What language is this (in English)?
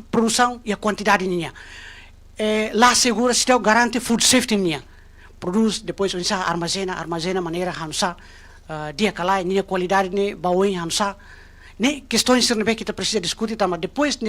Tetum